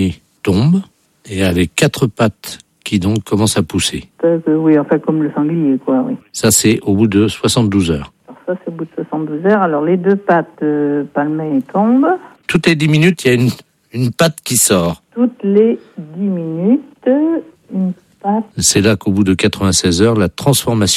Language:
French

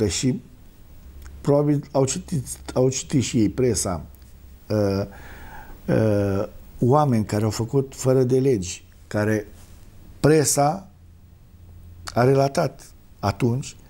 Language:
Romanian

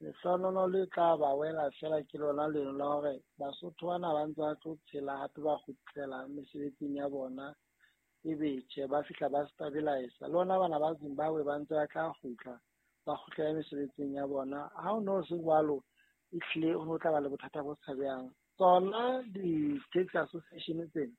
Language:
Southern Sotho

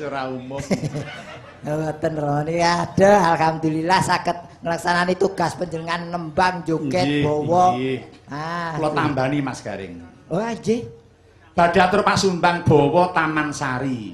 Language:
Javanese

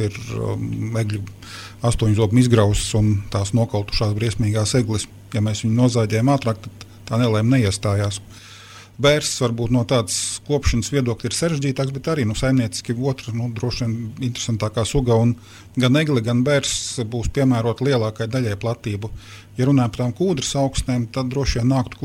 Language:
Latvian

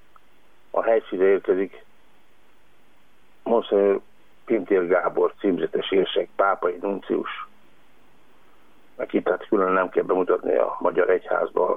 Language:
Hungarian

